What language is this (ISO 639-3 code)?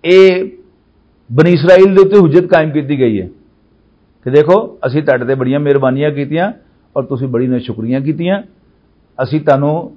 lah